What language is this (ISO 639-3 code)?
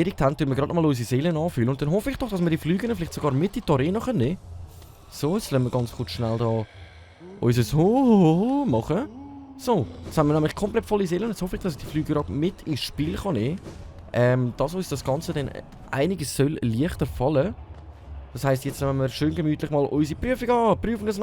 gsw